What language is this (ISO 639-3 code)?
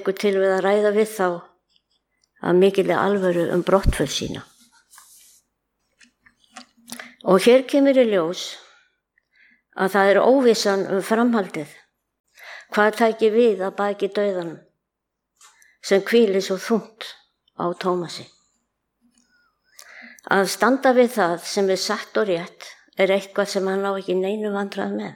isl